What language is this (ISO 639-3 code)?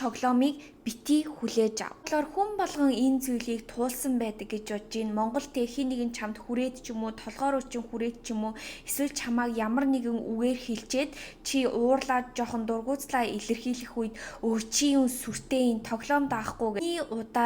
mon